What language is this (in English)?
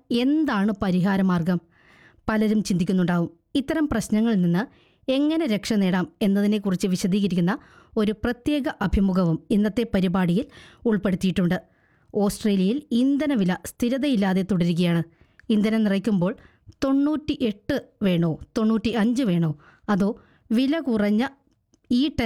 Malayalam